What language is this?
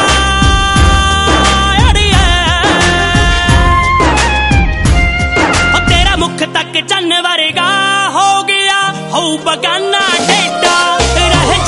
Punjabi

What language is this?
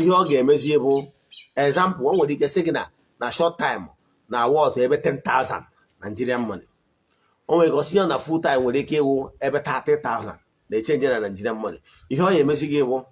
Igbo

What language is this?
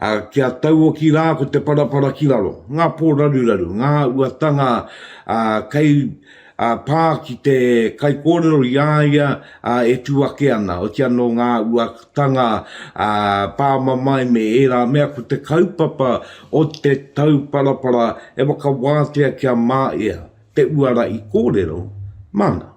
Māori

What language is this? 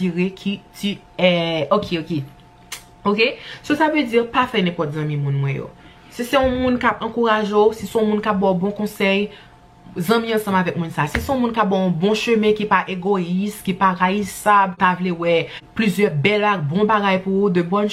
Haitian Creole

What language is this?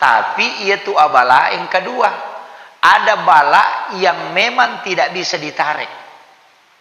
Buginese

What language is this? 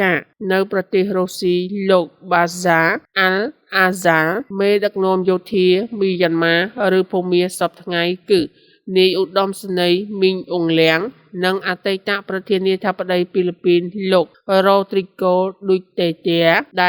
Khmer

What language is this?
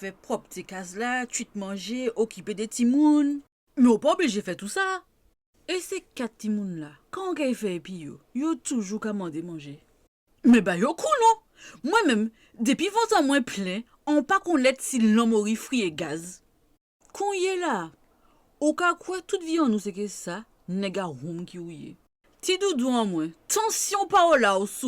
Guadeloupean Creole French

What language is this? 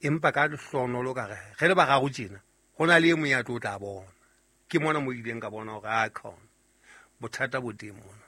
Southern Sotho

